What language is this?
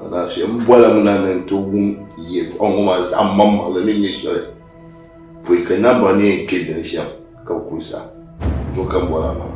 Dagbani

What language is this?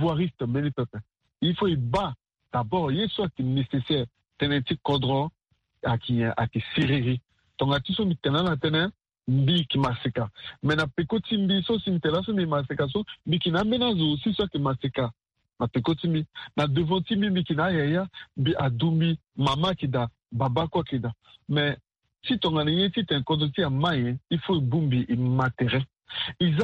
Sango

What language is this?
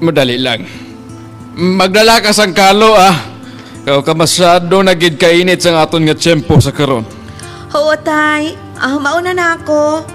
Hiligaynon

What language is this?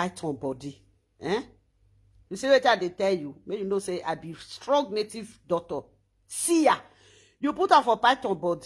Nigerian Pidgin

